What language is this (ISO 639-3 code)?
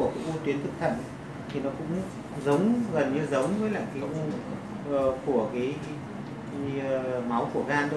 vie